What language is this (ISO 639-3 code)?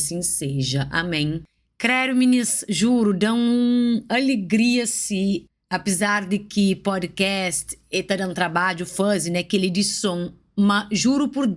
kea